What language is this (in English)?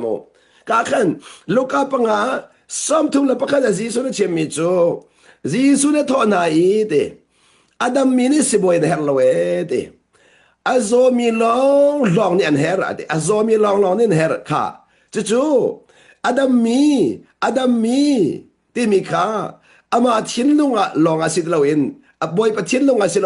Hakha Chin